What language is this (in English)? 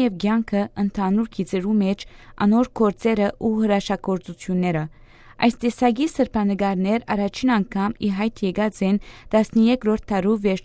Western Armenian